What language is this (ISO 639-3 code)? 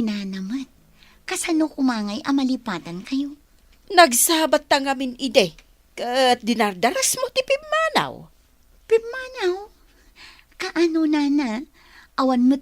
ilo